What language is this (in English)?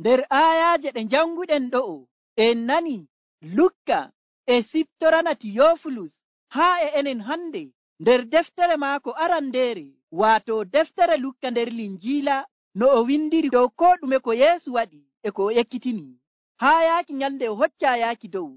Nigerian Fulfulde